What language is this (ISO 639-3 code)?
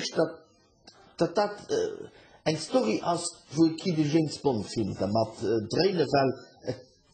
ltz